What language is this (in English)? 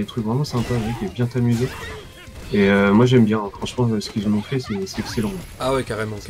French